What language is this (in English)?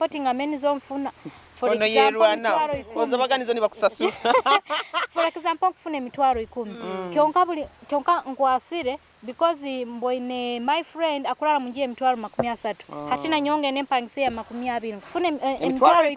Nyoro